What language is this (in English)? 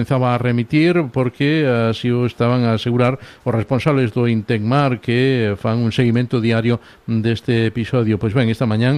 Galician